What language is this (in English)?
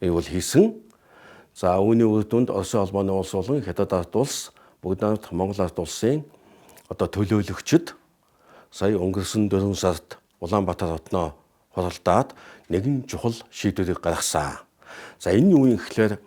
Mongolian